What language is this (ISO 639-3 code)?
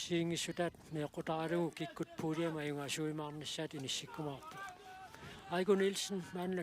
kal